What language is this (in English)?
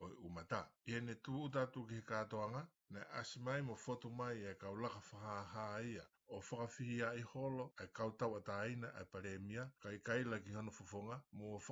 Tongan